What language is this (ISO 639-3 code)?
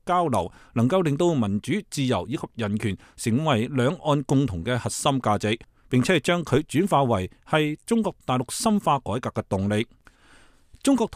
yue